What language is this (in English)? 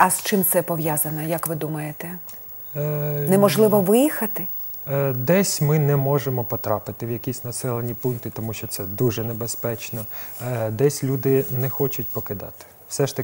Ukrainian